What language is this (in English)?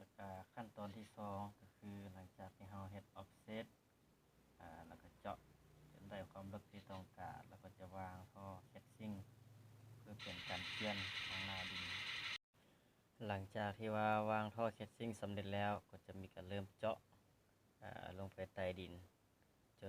Lao